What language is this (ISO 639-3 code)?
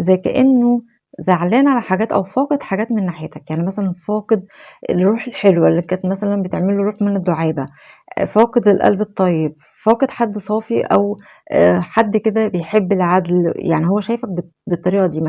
arz